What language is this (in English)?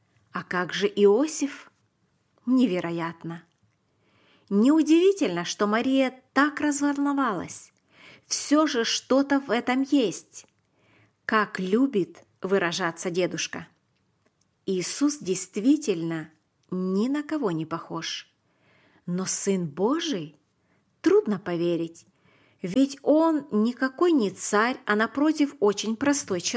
Russian